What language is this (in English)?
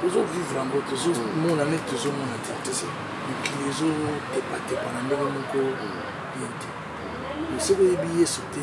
Lingala